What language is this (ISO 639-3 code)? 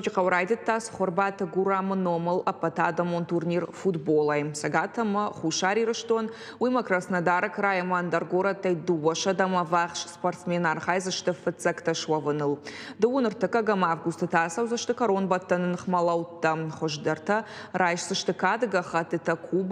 oss